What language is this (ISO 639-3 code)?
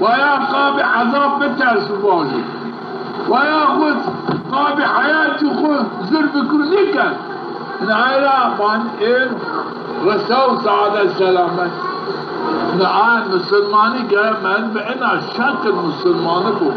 zza